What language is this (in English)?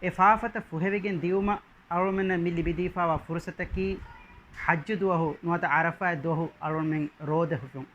Divehi